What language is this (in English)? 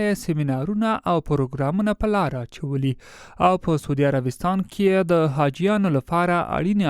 Pashto